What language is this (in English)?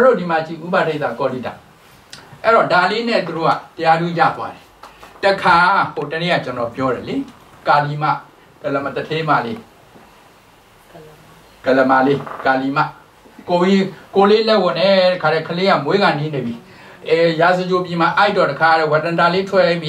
Burmese